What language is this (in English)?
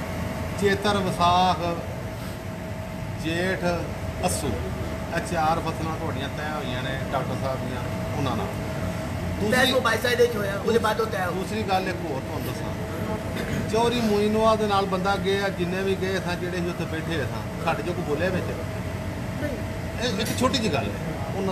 Punjabi